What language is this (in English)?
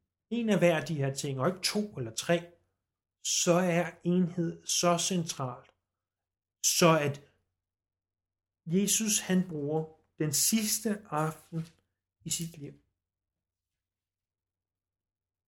Danish